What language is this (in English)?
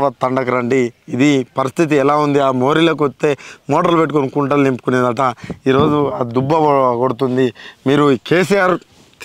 Telugu